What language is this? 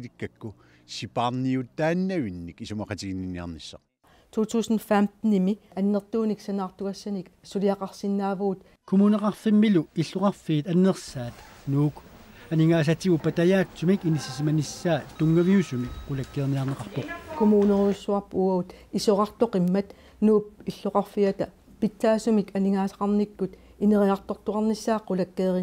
Kalaallisut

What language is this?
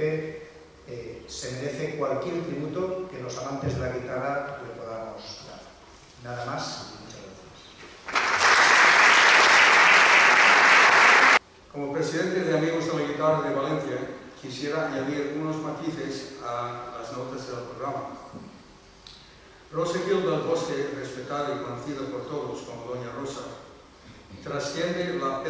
Spanish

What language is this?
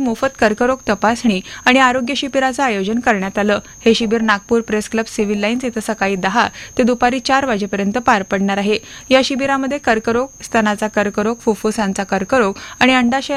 Marathi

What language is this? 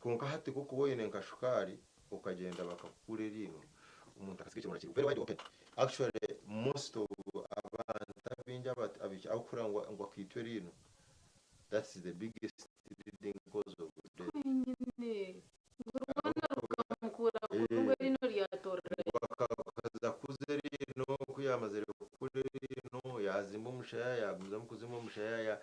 Nyankole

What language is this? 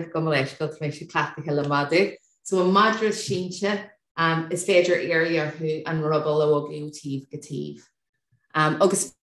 Irish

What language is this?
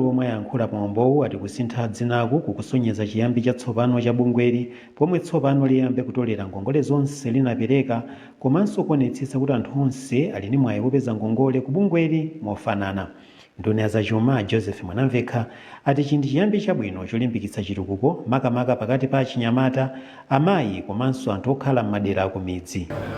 Nyanja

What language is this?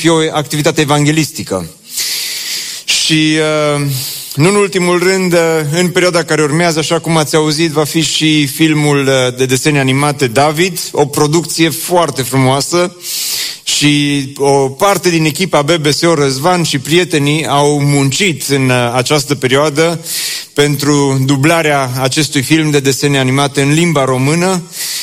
Romanian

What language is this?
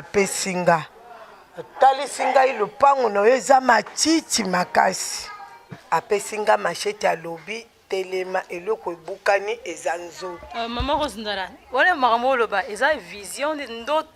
Lingala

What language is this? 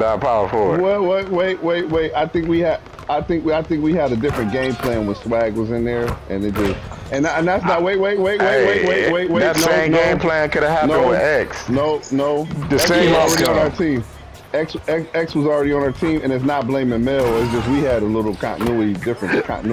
English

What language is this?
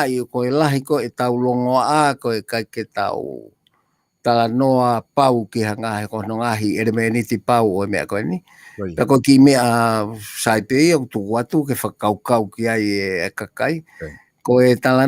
Tongan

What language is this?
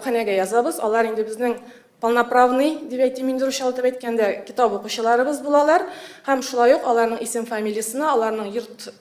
Tatar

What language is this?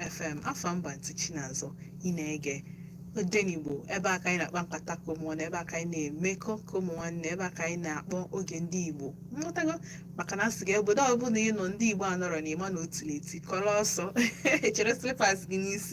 Igbo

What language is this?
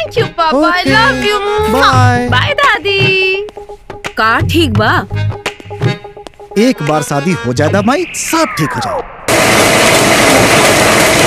Bhojpuri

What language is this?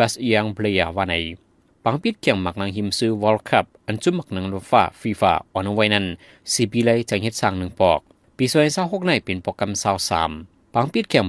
Shan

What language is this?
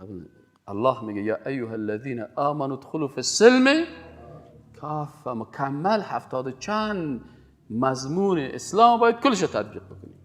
Persian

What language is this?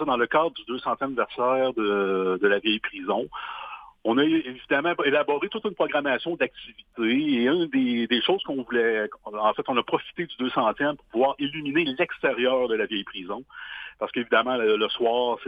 French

